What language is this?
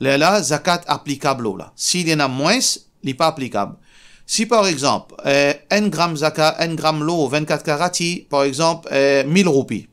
Morisyen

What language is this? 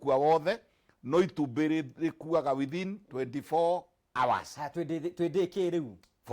Kikuyu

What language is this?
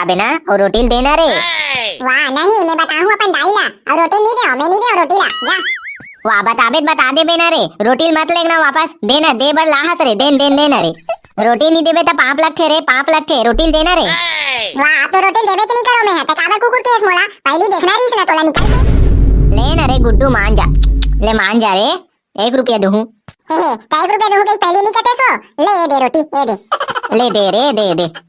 Chhattisgarhi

